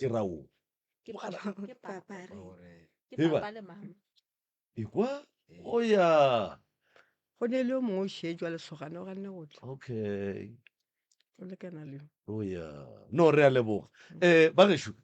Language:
Northern Sotho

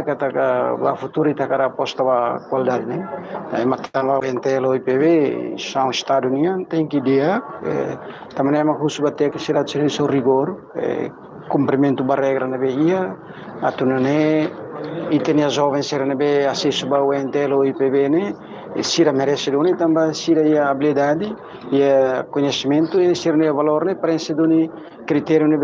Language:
Tetum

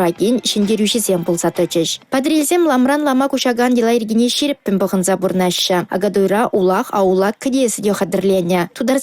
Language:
Chuvash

